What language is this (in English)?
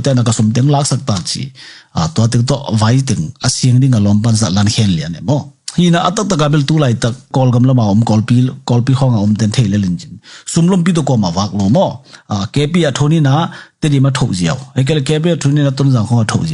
Tedim Chin